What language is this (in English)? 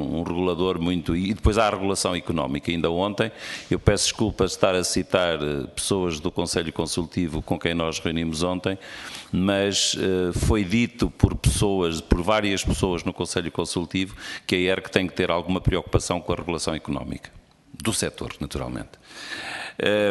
Portuguese